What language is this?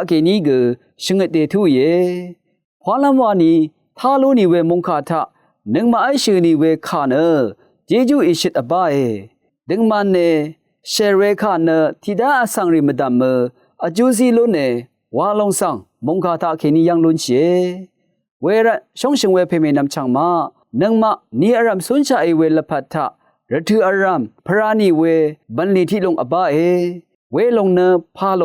Rawang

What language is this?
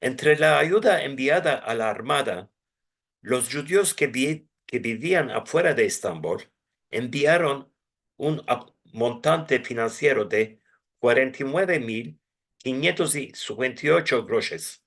Ladino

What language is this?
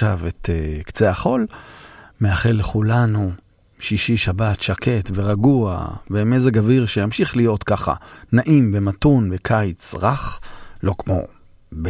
Hebrew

